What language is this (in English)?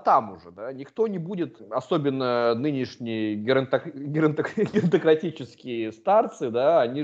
Russian